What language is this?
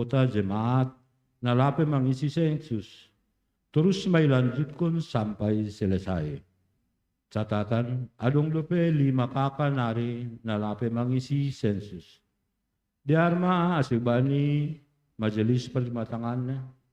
Batak Simalungun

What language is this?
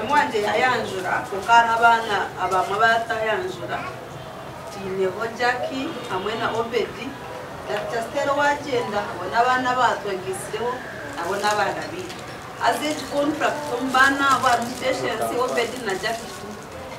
Nyankole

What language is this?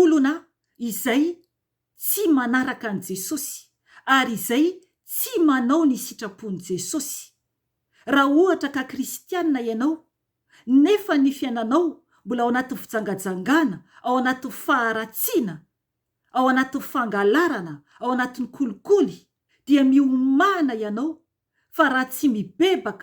Malagasy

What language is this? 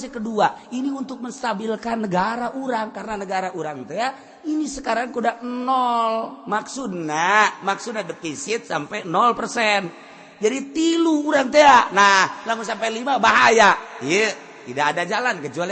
Sundanese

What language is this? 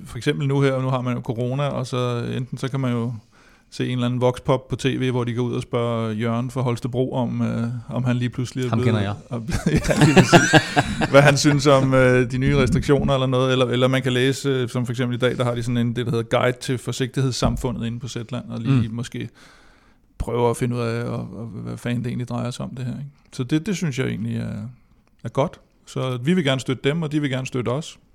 Danish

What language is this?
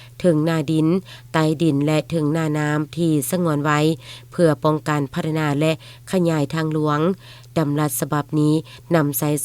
Lao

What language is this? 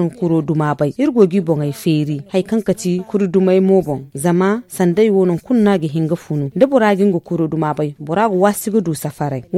Zarma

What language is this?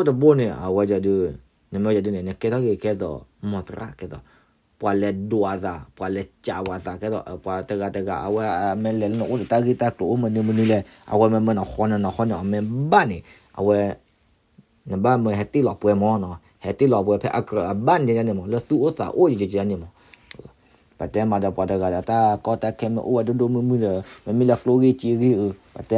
S'gaw Karen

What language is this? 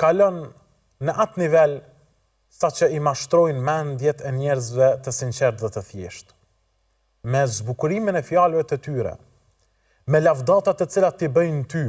Albanian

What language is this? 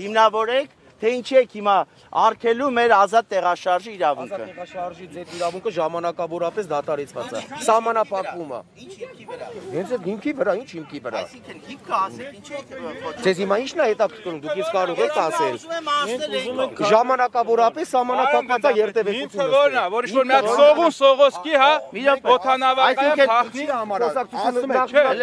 Armenian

